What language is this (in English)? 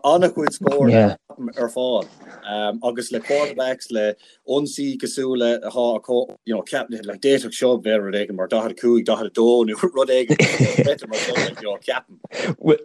Irish